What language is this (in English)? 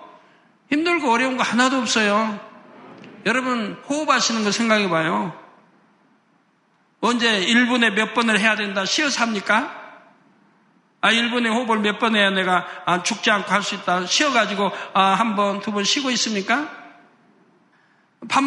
Korean